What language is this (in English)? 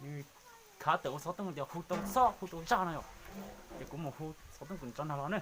Hmong